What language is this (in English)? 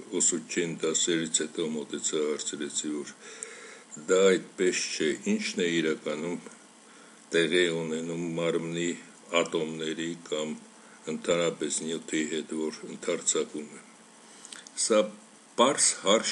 Armenian